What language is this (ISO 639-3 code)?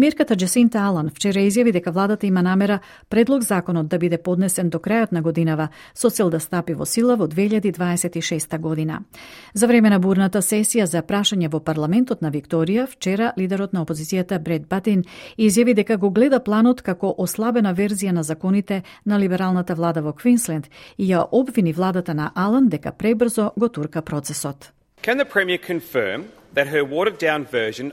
mkd